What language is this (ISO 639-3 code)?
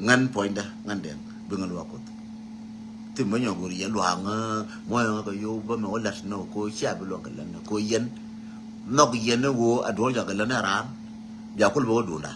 nus